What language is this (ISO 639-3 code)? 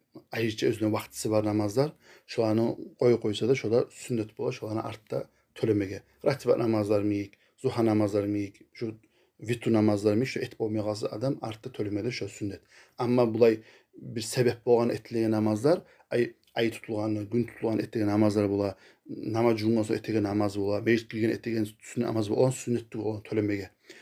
kum